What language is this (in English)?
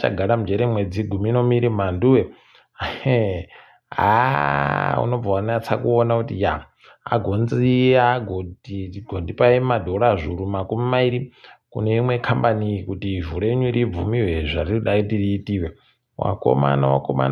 Ndau